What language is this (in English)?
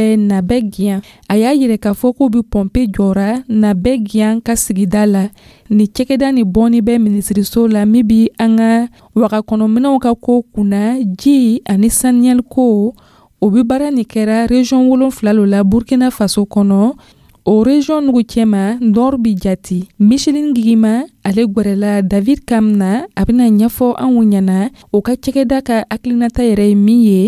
Dyula